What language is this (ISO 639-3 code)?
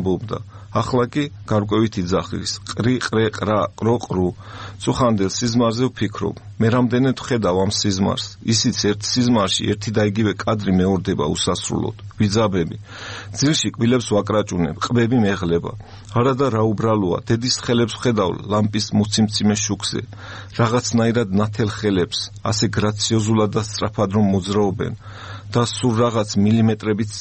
kat